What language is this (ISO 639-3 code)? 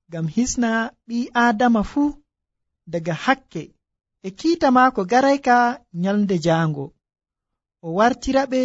fuv